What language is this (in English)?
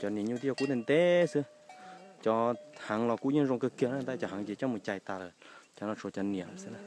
Hmong